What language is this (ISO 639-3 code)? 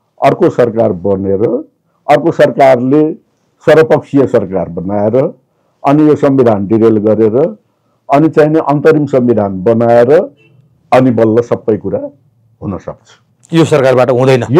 nep